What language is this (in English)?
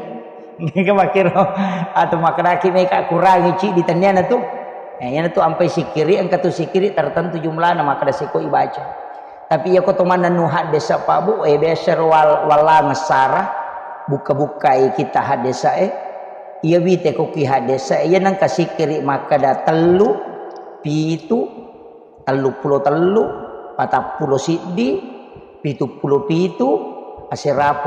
Buginese